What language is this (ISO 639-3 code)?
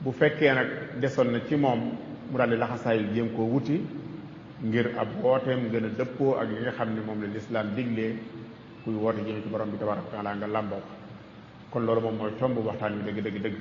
wol